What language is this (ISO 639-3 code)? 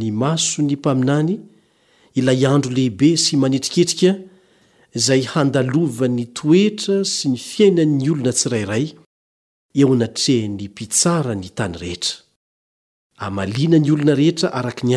mlg